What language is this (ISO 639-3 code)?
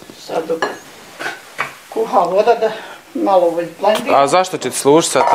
bos